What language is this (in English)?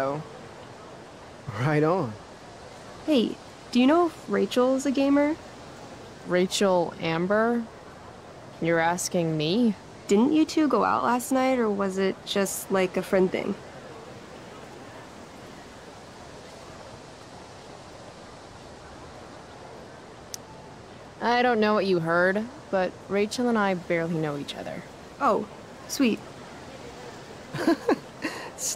English